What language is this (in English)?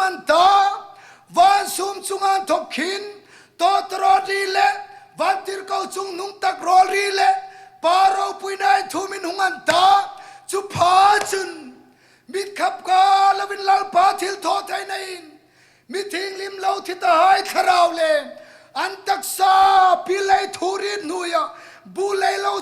Hmar